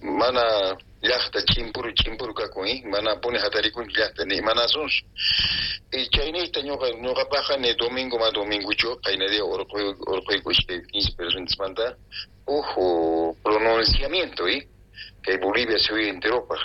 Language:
South Bolivian Quechua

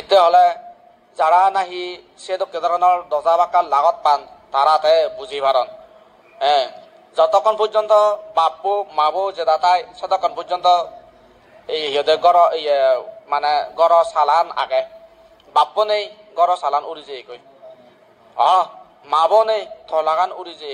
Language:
Chakma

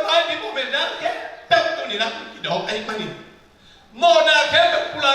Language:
Tedim Chin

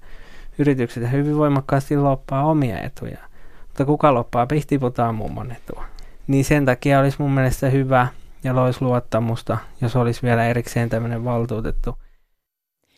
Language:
Finnish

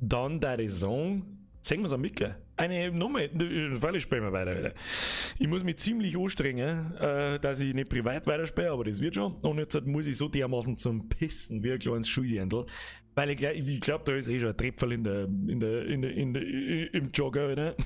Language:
Bavarian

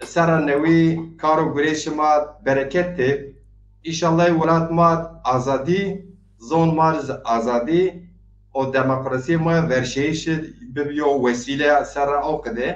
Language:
Zaza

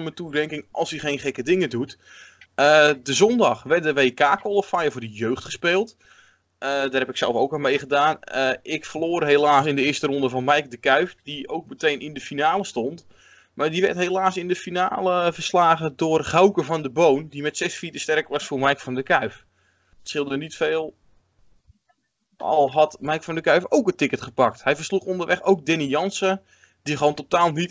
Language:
Dutch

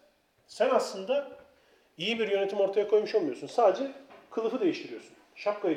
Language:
Turkish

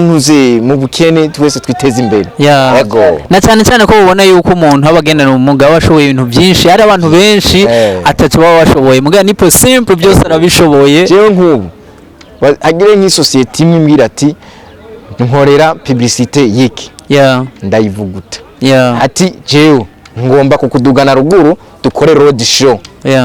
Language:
Rundi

